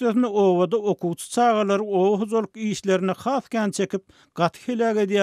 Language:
Turkmen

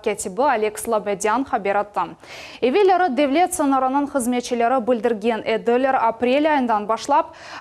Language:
Crimean Tatar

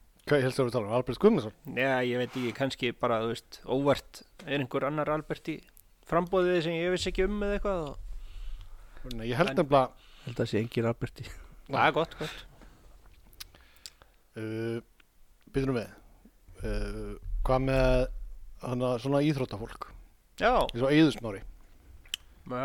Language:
Icelandic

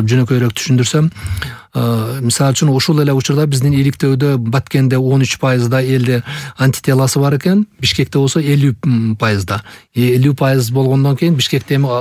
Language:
Kyrgyz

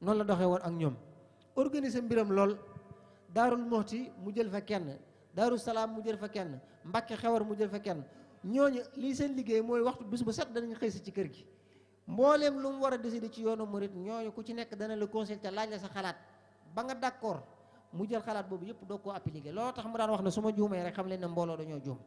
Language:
Wolof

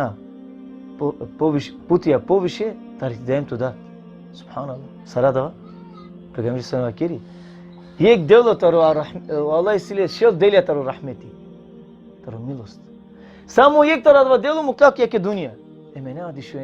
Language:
Balkan Romani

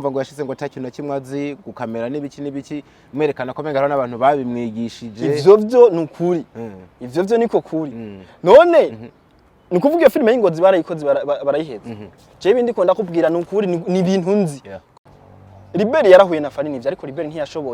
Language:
Rundi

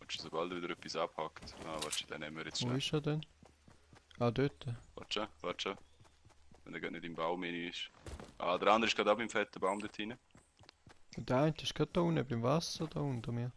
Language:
Swiss German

